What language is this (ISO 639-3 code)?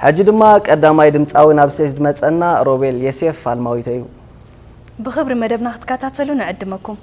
tir